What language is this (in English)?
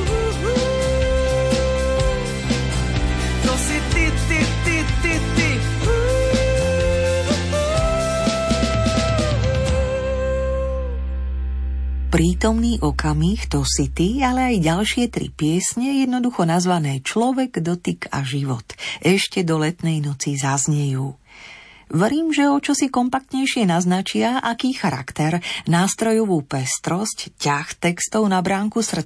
Slovak